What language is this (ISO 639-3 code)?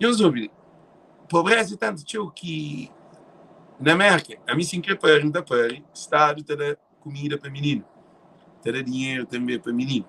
kea